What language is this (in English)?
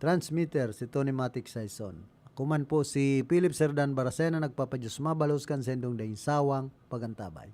Bikol